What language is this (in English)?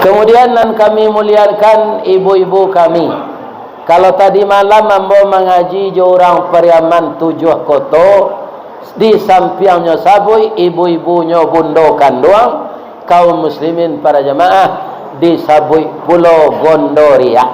Minangkabau